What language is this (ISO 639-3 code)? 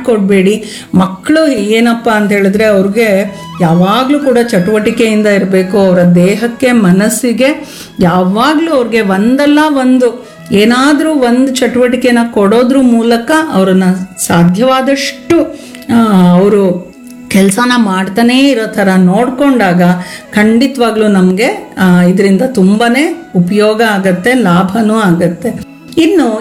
kan